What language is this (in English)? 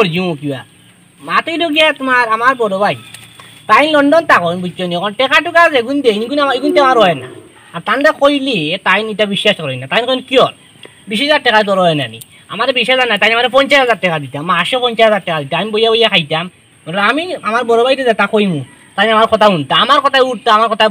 Sylheti